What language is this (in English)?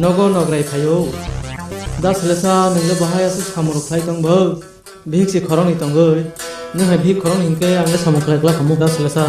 Kok Borok